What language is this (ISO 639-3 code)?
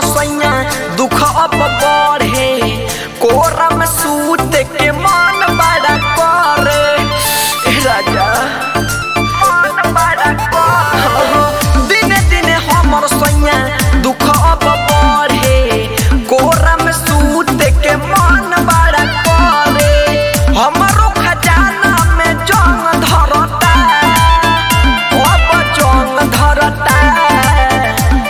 bho